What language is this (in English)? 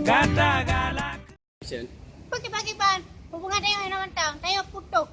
Achinese